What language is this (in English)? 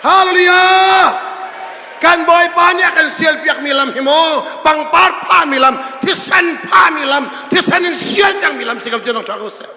Hakha Chin